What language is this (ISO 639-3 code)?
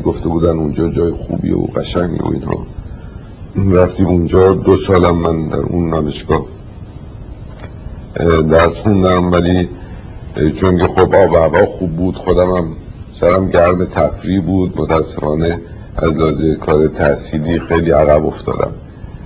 fas